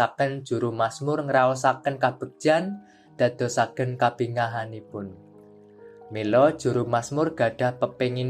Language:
Javanese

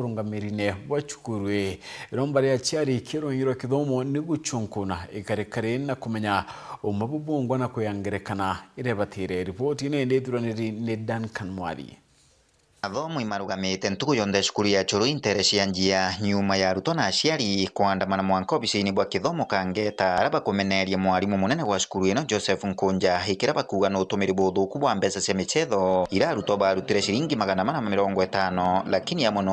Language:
Meru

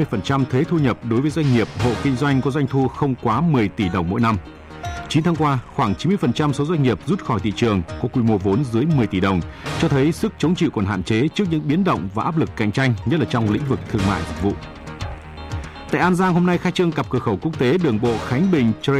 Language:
Vietnamese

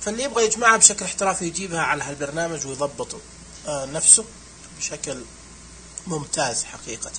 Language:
Najdi Arabic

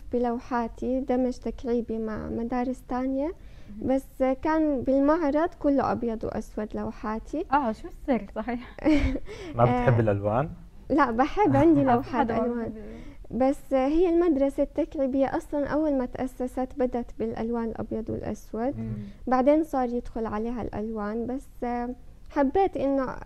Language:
North Levantine Arabic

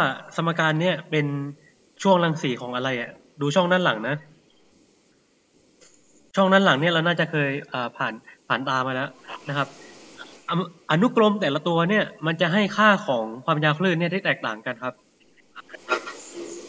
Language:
Thai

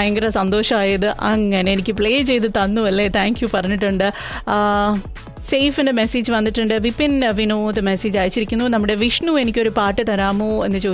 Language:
Malayalam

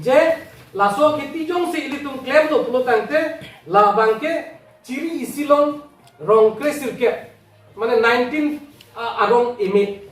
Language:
Karbi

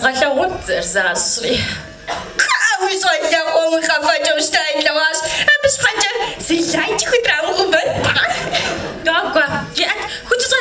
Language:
Kabardian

